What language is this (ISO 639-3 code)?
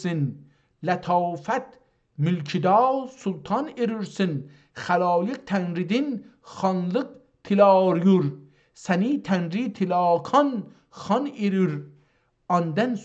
azb